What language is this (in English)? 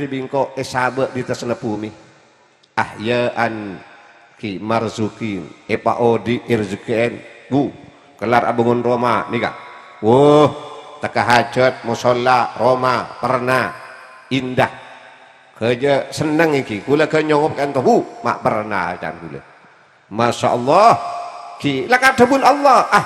Madurese